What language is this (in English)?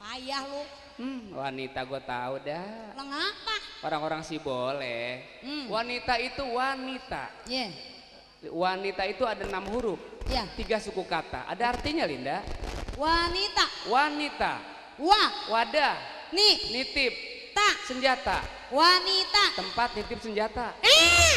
Betawi